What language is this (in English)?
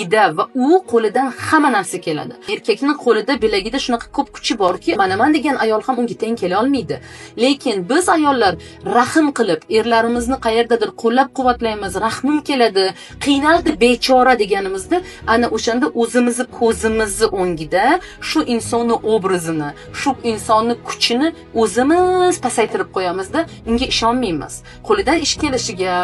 Uzbek